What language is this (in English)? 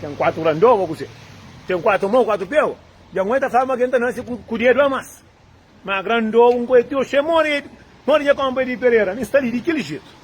Kabuverdianu